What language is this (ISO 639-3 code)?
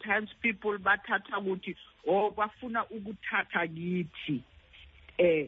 xho